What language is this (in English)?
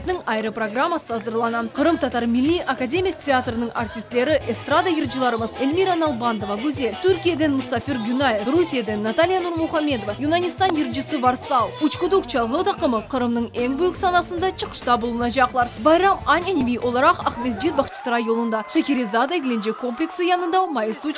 Crimean Tatar